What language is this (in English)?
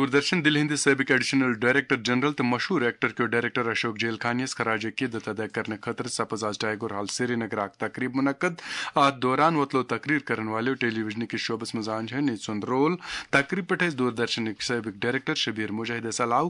Kashmiri